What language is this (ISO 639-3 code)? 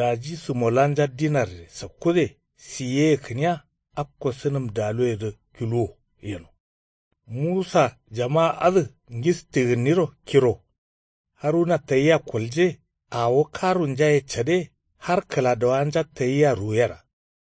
kau